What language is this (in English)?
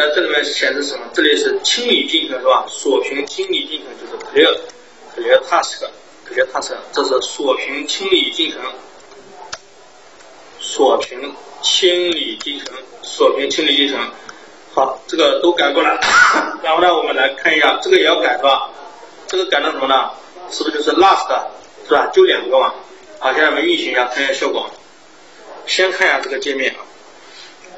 Chinese